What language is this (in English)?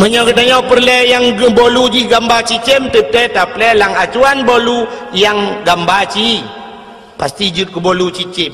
Achinese